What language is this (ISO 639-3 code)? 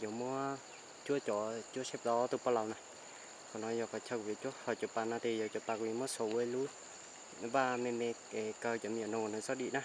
hmn